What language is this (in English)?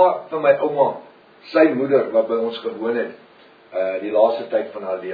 Afrikaans